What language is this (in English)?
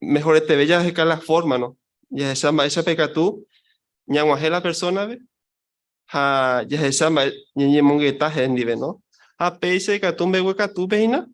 Guarani